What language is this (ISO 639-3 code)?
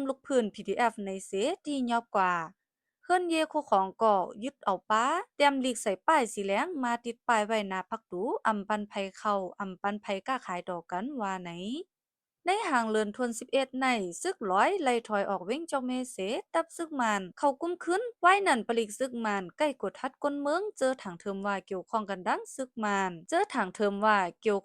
shn